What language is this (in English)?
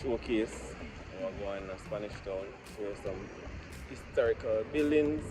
Jamaican Creole English